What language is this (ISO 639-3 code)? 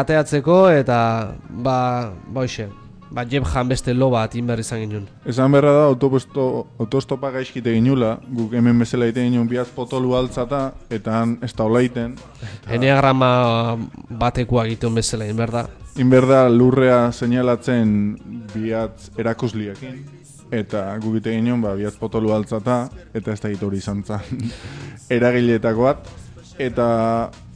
eus